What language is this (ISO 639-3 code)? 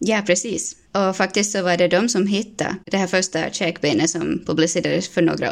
swe